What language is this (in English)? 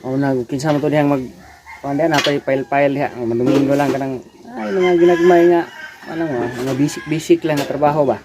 Cebuano